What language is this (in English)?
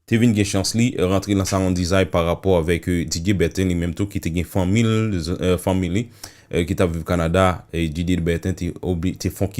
Haitian Creole